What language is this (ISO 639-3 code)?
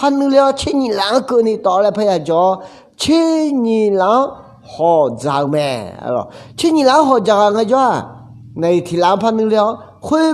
ahk